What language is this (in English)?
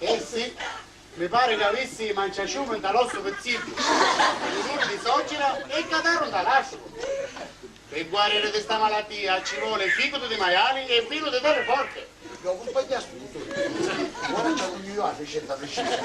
Sicilian